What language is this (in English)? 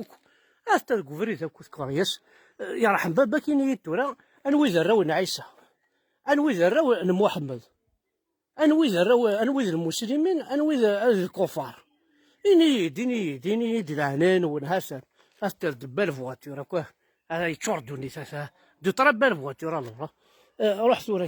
Kabyle